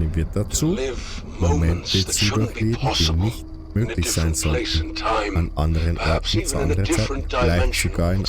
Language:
Bavarian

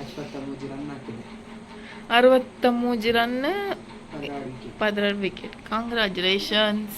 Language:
Tulu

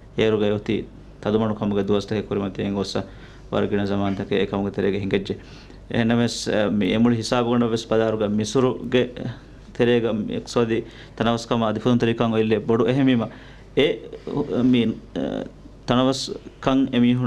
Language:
Divehi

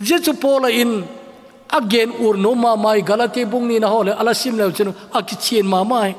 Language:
Thado Chin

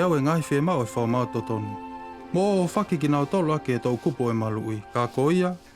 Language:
Tongan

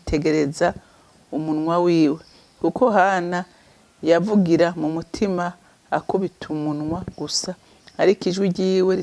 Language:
Rundi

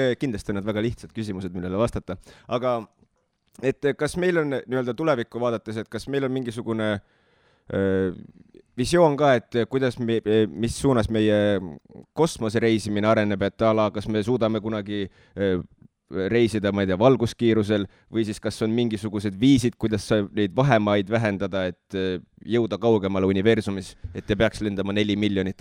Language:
Estonian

